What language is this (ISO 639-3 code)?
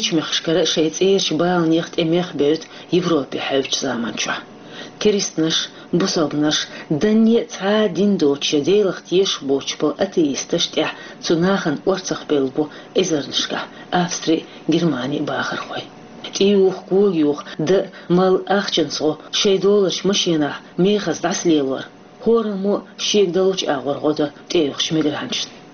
che